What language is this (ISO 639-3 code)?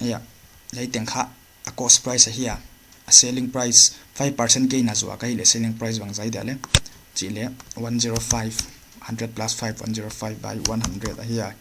pck